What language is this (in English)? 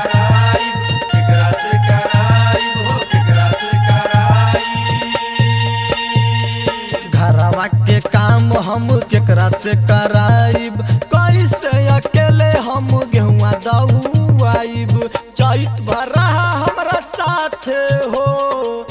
Bhojpuri